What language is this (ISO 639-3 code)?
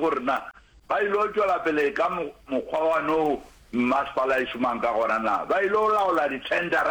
nso